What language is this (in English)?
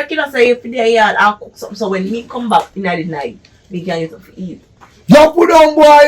Jamaican Creole English